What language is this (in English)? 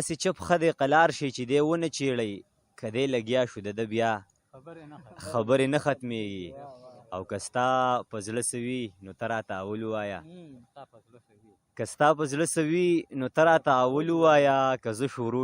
Pashto